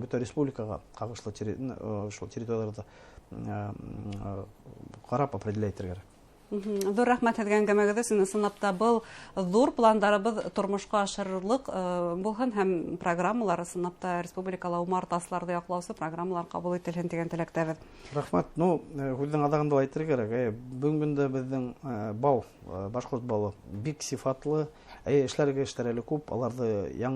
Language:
Bashkir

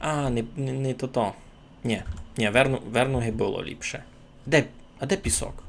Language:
Rusyn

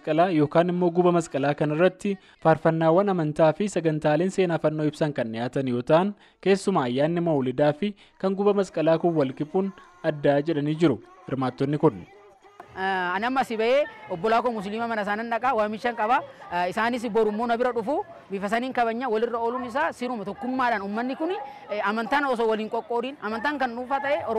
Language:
Oromo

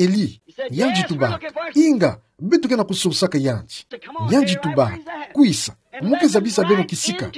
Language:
Kituba (Democratic Republic of Congo)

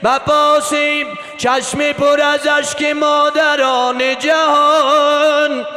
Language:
Persian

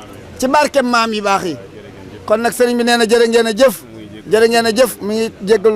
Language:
Wolof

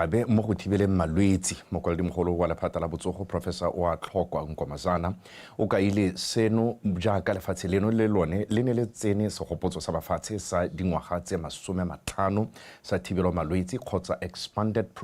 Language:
Tswana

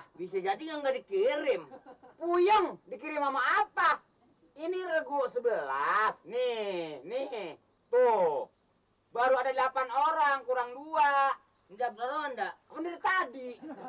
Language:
Betawi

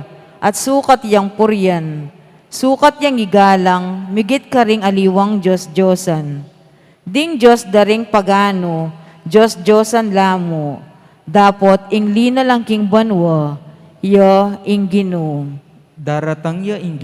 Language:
Pampanga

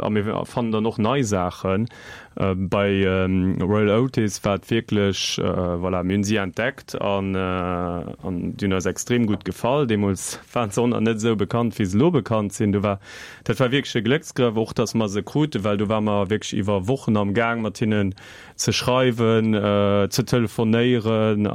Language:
Luxembourgish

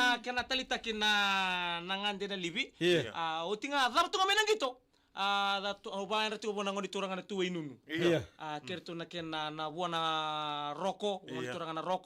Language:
Fijian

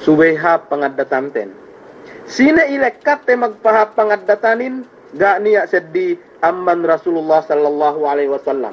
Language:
Yakan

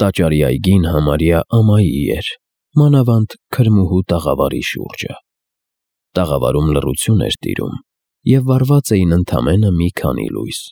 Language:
Armenian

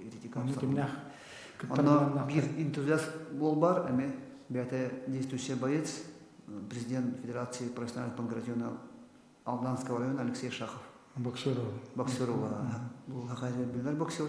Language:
Yakut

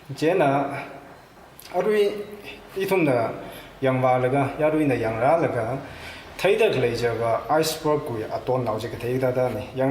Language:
Tangkhul Naga (India)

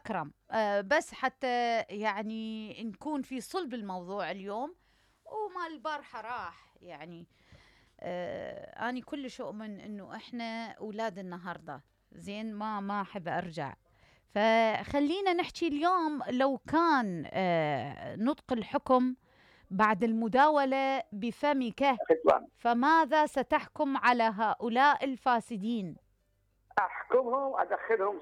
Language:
Mesopotamian Arabic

